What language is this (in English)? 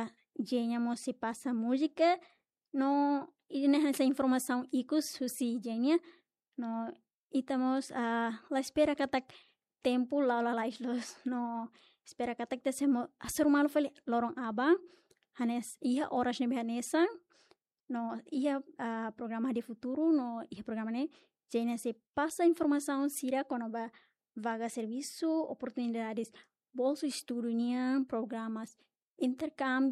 Tetum